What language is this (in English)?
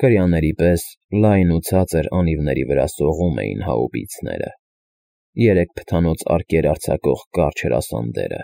Armenian